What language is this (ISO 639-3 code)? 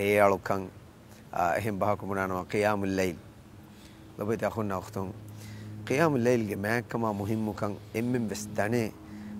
div